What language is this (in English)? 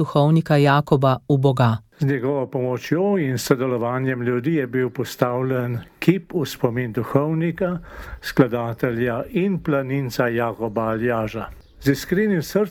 Slovenian